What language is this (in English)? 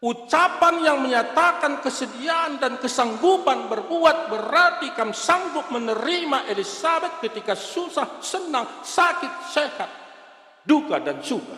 Batak Karo